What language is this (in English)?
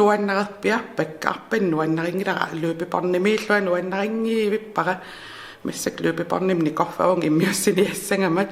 Kalaallisut